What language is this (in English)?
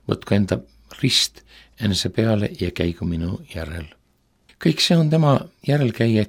Estonian